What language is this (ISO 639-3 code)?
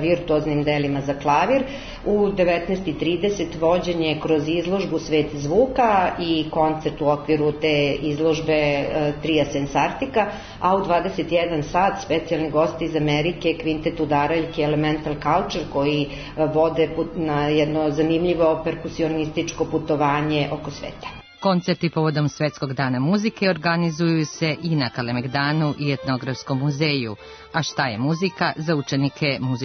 srp